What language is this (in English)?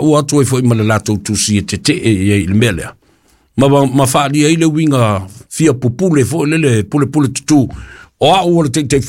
Samoan